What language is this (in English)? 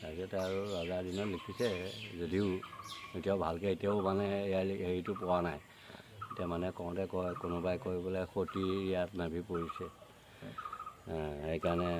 Assamese